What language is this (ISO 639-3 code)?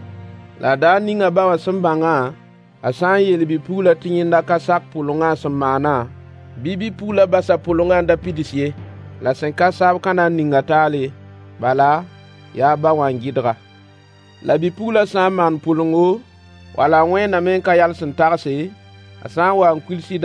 mos